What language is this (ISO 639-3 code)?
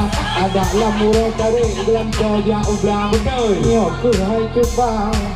ace